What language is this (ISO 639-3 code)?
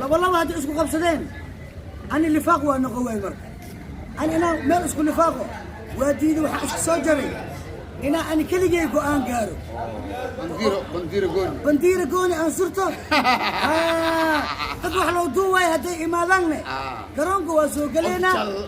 som